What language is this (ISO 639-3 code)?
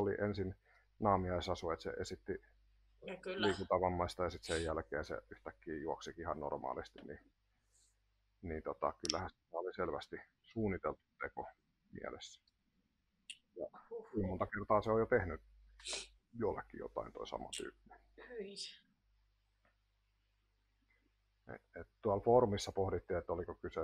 fin